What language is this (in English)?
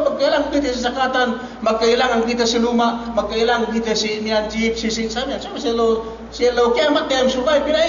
Yakan